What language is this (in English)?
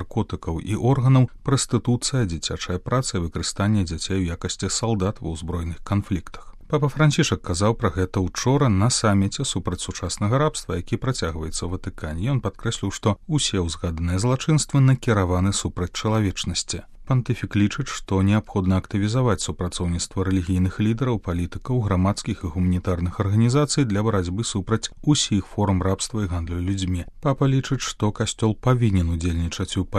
Belarusian